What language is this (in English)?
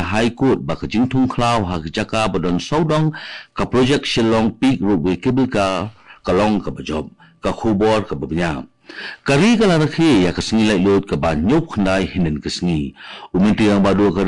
Khasi